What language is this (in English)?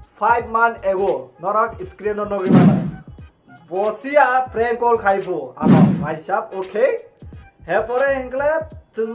Kok Borok